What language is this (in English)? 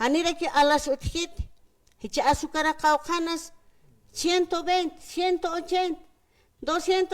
Aymara